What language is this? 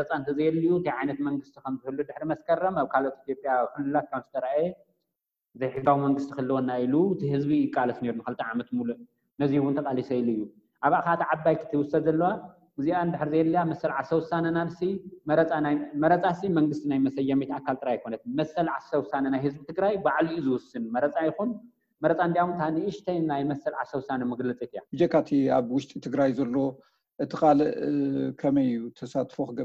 Tigrinya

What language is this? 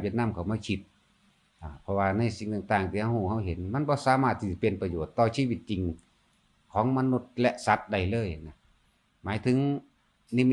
Northeastern Thai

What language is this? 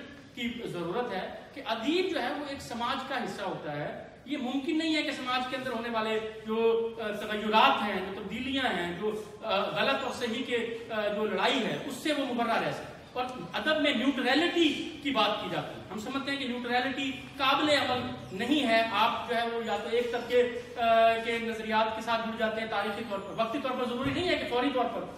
Urdu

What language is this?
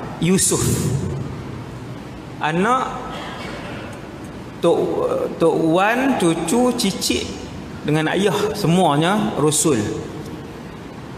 Malay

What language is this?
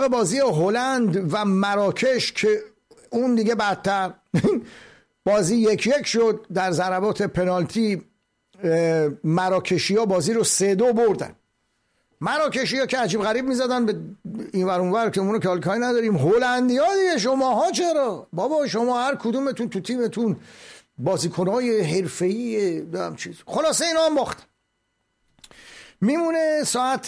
Persian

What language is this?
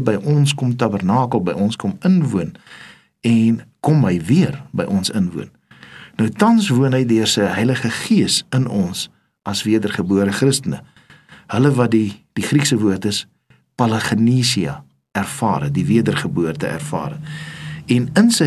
Afrikaans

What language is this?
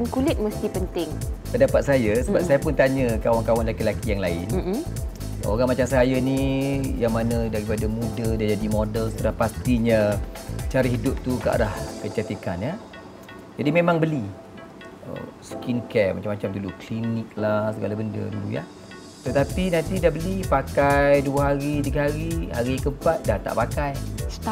Malay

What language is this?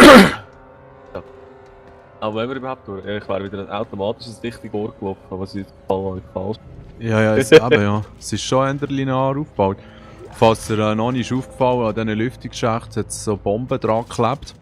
Swiss German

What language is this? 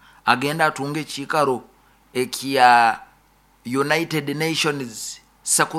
Nyoro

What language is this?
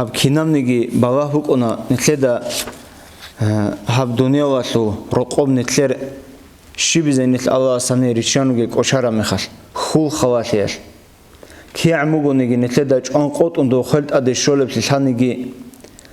Avaric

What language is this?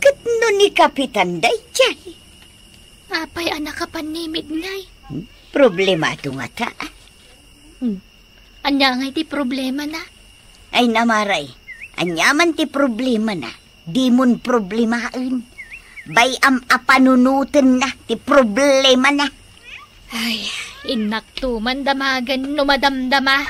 Iloko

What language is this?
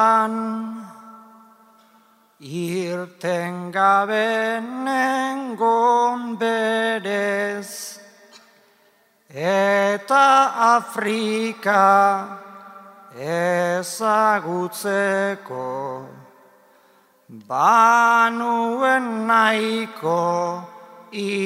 Basque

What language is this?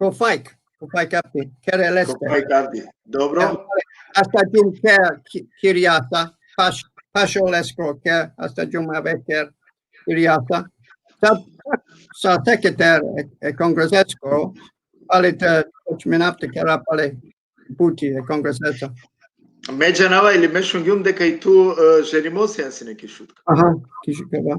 Balkan Romani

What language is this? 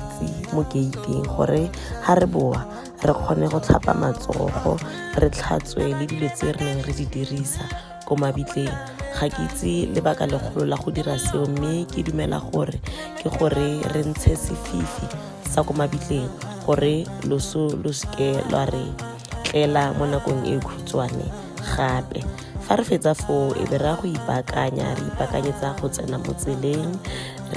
Tswana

